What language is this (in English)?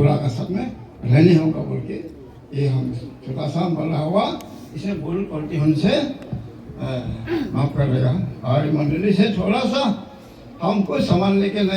Hmar